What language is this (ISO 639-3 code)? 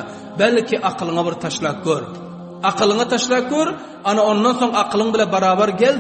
tuk